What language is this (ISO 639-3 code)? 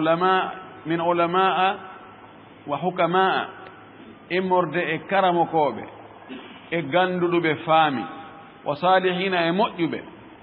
ful